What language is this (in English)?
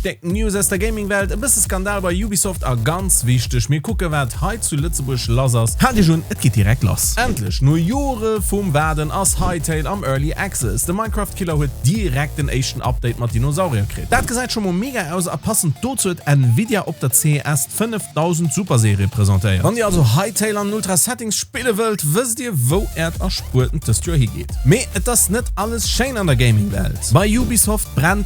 Luxembourgish